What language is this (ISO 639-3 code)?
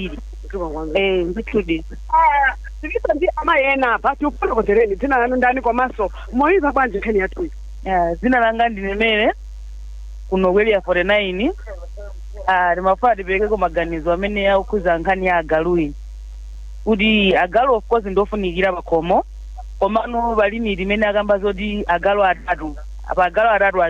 nya